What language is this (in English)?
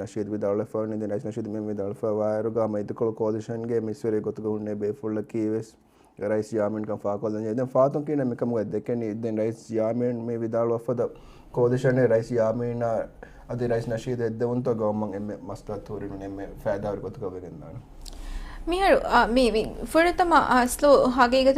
Divehi